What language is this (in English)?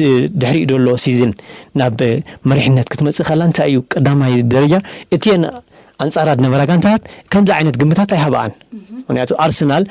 Tigrinya